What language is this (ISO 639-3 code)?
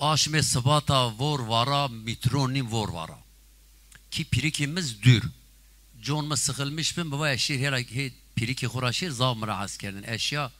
zza